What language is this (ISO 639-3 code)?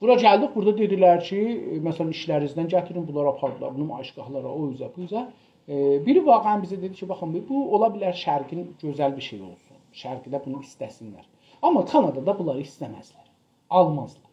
azb